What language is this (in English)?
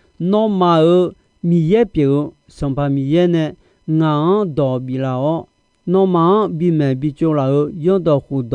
Akha